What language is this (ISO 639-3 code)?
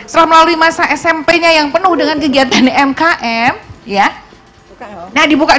ind